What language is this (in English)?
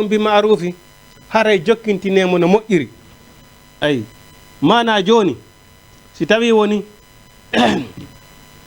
Fula